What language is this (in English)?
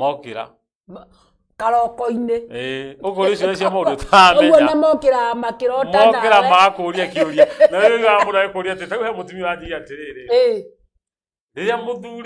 Kikuyu